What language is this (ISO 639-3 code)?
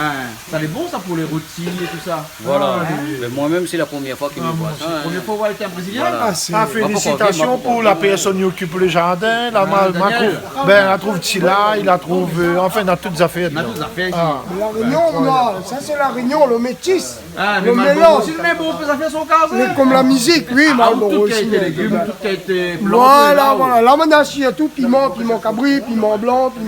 rcf